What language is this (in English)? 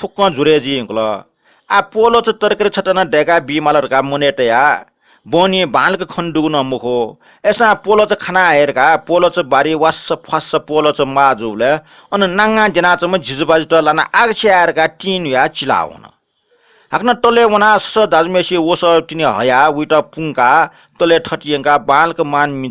Newari